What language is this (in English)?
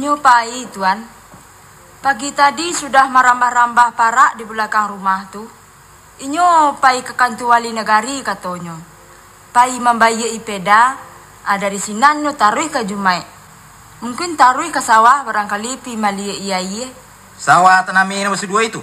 Minangkabau